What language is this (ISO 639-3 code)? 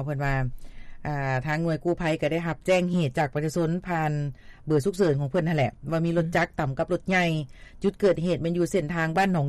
lao